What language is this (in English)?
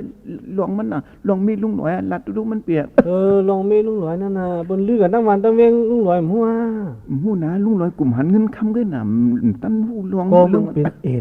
Shan